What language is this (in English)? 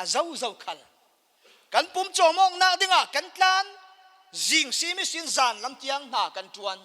Falam Chin